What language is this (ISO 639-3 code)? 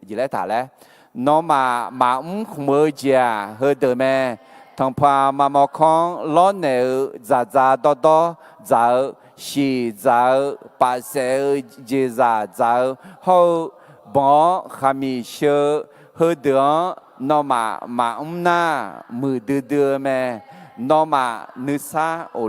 ahk